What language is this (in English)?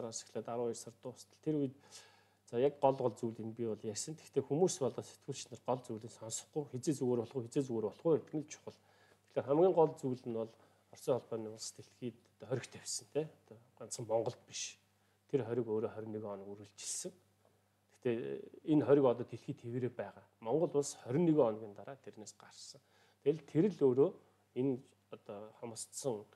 Mongolian